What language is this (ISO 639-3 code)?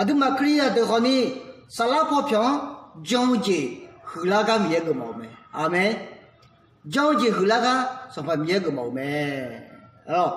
ahk